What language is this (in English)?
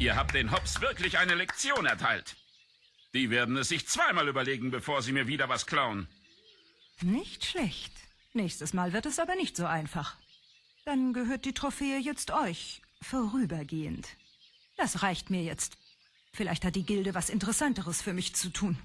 Swiss German